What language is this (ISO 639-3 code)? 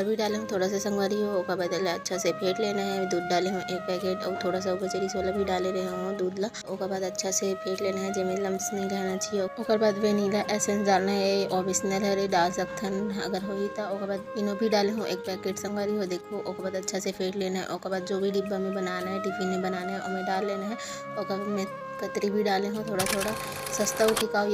hne